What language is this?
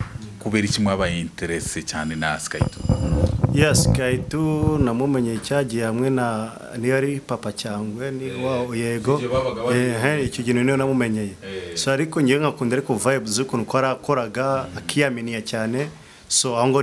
Kinyarwanda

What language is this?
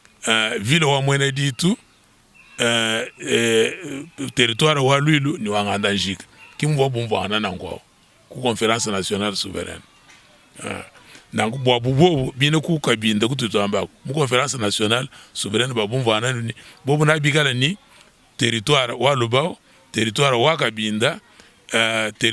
Luba-Lulua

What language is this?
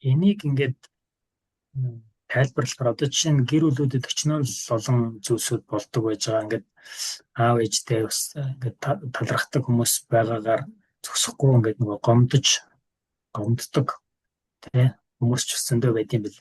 Mongolian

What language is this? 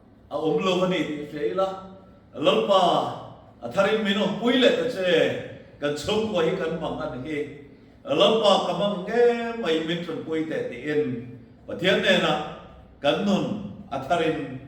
Mizo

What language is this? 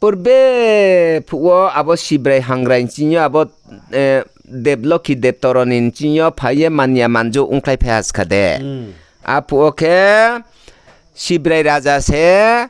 Riang (India)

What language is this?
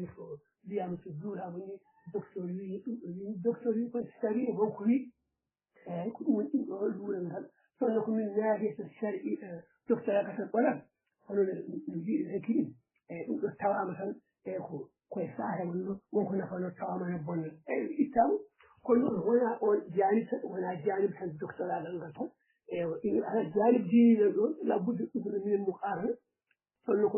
Fula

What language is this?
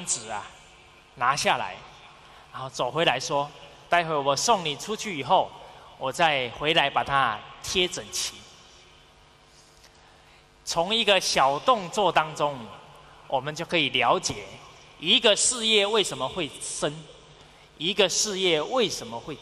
Chinese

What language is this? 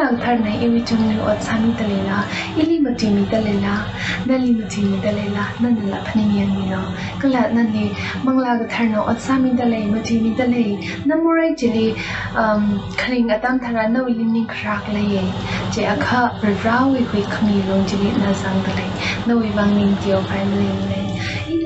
Tangkhul Naga (India)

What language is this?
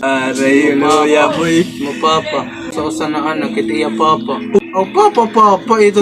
Waray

